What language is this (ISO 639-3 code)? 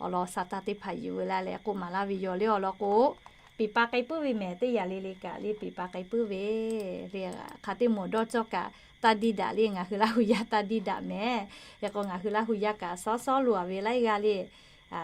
lhu